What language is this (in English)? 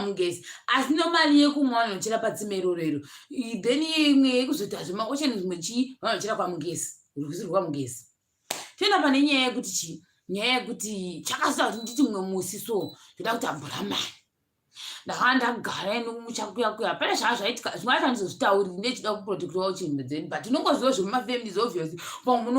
Shona